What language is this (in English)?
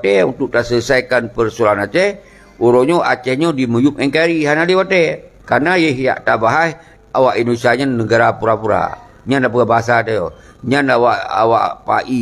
Achinese